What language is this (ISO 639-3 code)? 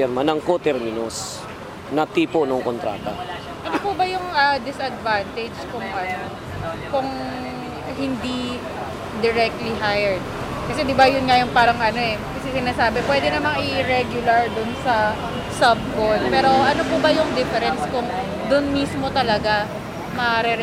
fil